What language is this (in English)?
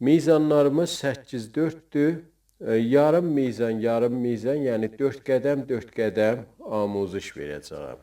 South Azerbaijani